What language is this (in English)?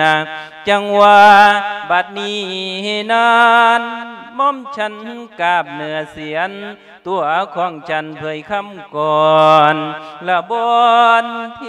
Lao